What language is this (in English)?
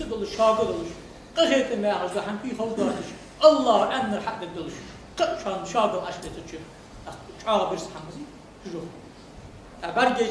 Ingush